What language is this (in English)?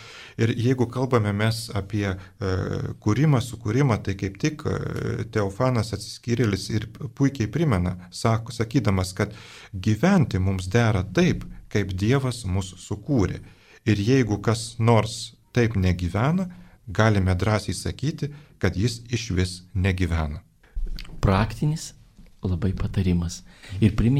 Lithuanian